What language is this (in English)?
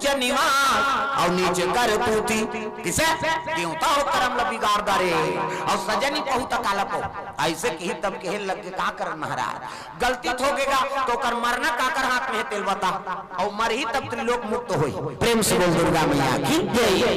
Chhattisgarhi